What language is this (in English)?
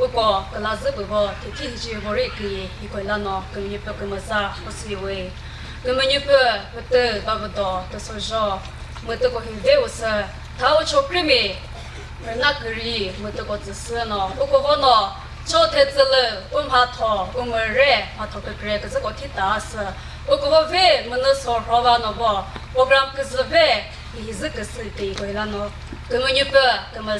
Chokri Naga